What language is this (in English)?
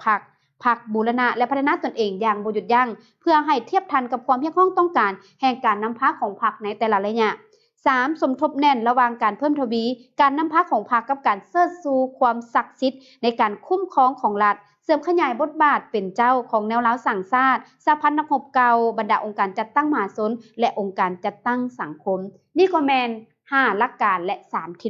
Lao